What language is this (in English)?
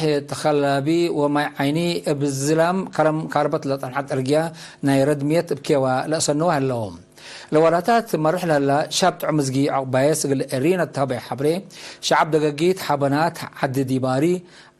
Tigre